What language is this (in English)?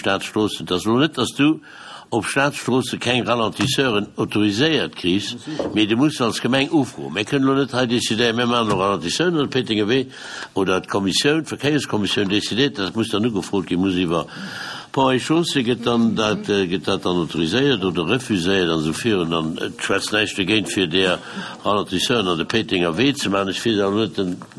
Luxembourgish